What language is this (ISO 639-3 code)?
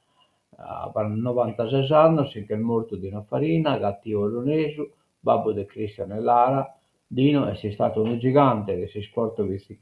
srd